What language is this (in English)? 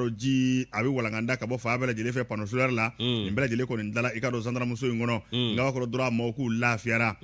Bambara